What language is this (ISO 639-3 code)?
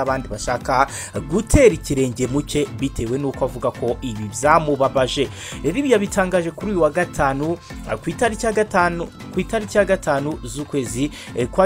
kin